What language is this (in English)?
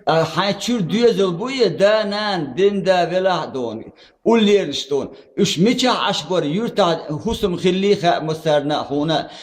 Chechen